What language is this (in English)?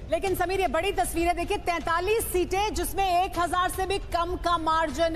Hindi